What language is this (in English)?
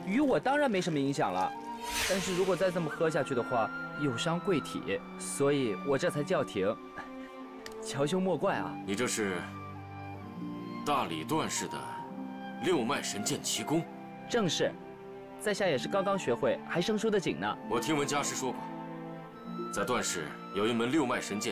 Chinese